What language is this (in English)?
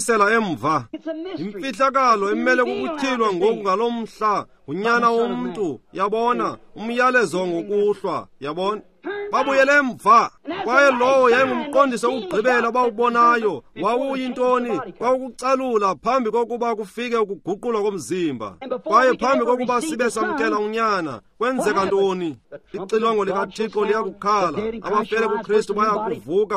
Xhosa